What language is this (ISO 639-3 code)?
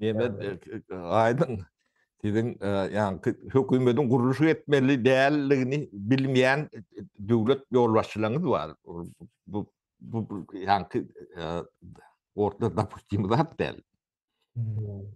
tuk